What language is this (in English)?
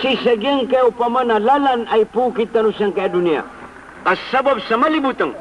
Maranao